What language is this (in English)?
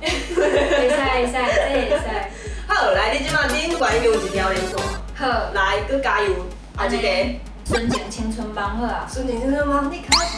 Min Nan Chinese